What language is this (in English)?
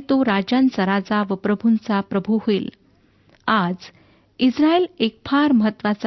Marathi